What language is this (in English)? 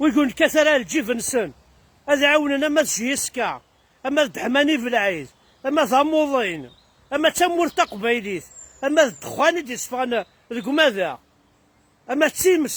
Kabyle